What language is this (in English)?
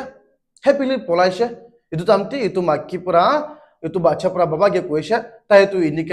Naga Pidgin